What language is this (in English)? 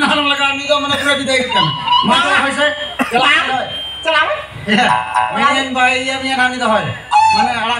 Santali